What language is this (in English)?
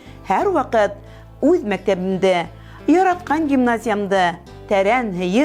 Bashkir